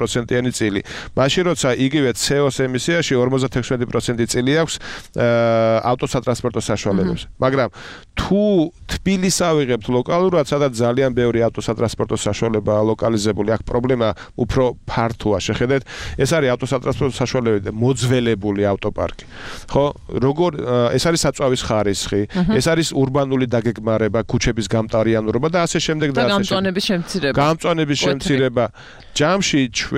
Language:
Georgian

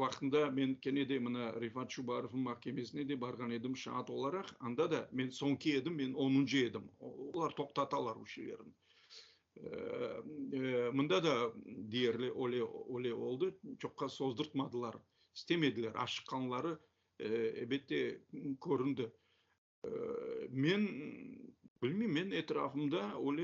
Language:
Crimean Tatar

